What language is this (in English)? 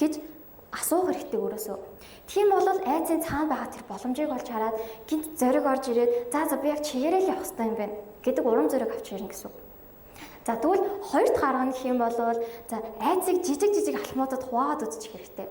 Mongolian